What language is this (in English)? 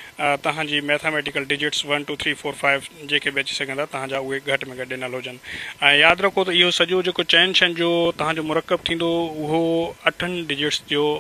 Sindhi